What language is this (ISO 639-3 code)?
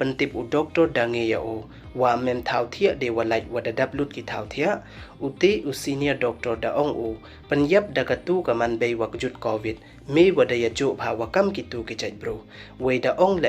pbv